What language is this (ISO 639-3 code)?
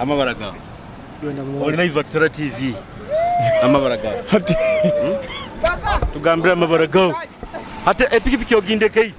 nyo